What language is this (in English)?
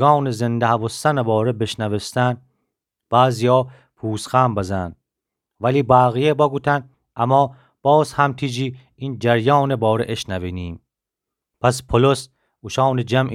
Gilaki